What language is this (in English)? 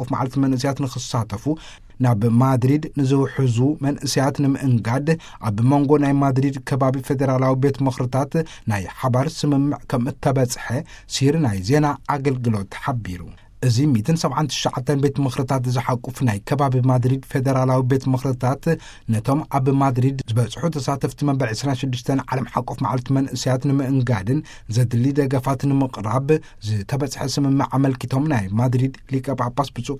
Tigrinya